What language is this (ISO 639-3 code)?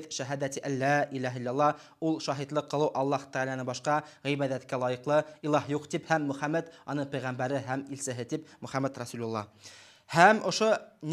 bak